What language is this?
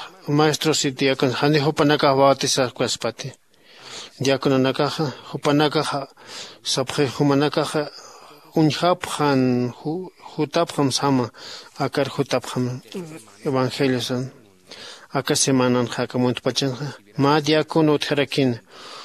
Aymara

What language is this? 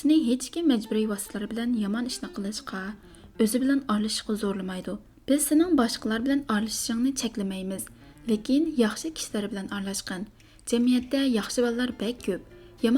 Uyghur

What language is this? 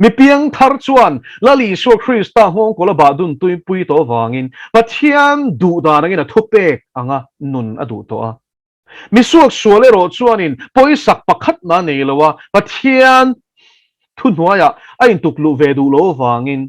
Mizo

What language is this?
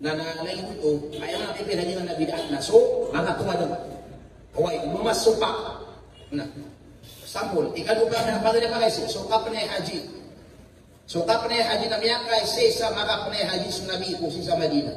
Maranao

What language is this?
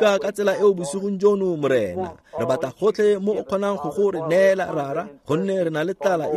Tswana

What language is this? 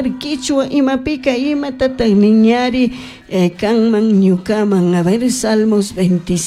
Chimborazo Highland Quichua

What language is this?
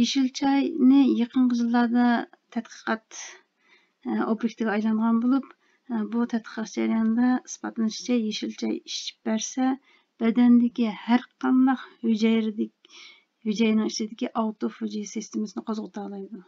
Uyghur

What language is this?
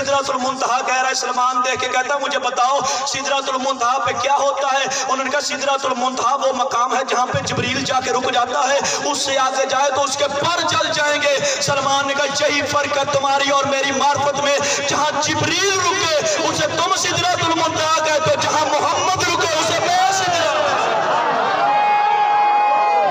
Urdu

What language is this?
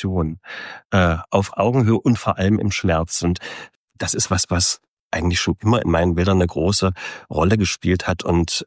German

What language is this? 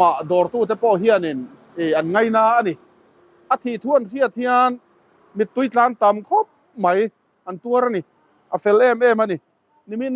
Mizo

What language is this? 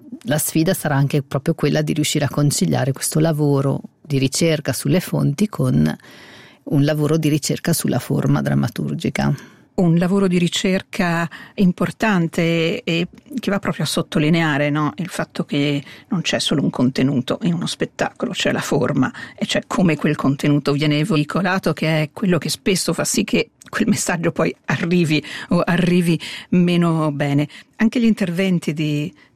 Italian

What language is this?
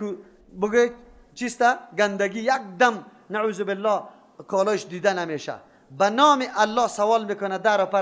Persian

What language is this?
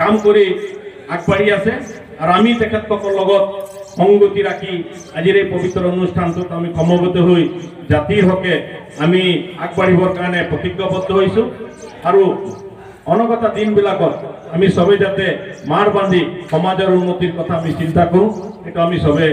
Assamese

